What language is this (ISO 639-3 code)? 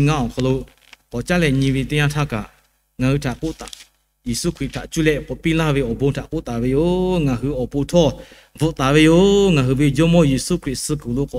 lhu